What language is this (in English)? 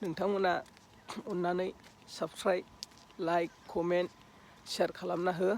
Bodo